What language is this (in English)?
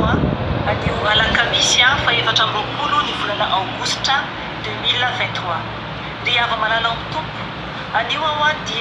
Malagasy